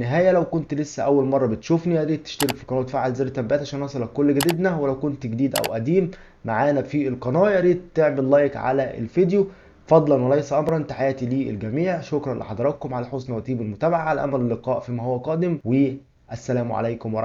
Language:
Egyptian Arabic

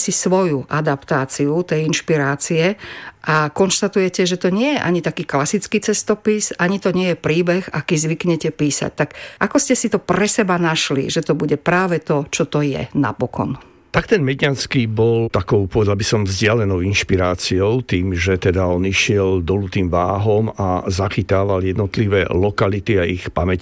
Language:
Slovak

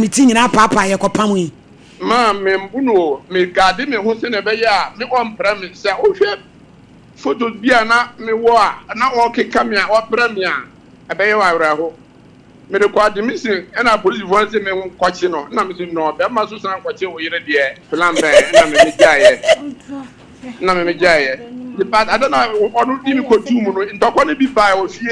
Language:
Akan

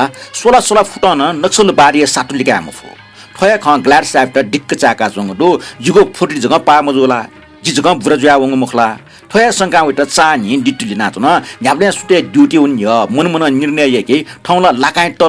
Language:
Newari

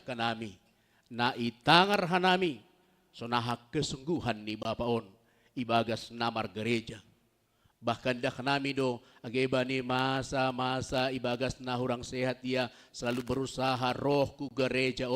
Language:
Batak Simalungun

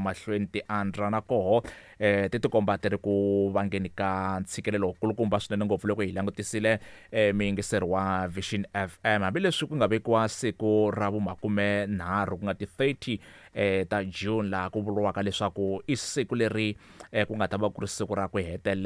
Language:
Tsonga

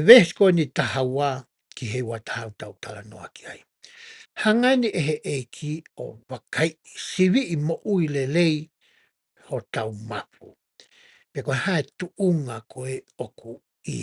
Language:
Tongan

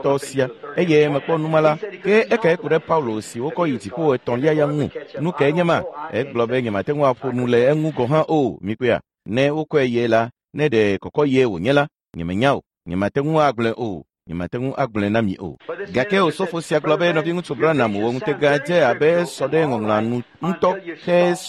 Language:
Ewe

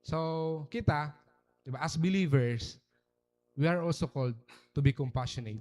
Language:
Waray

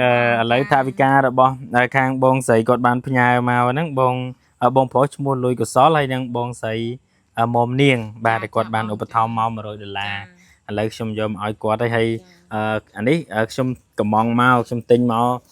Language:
Khmer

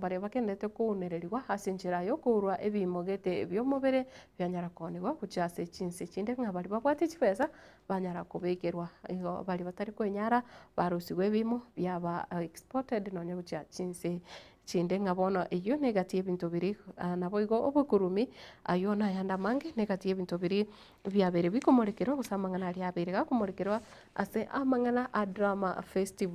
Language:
Gusii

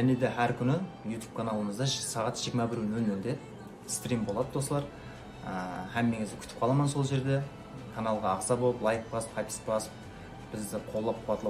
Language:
Kara-Kalpak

